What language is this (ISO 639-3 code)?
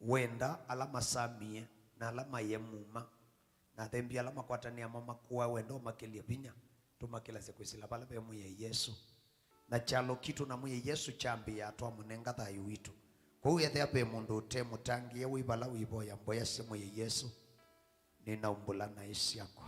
kam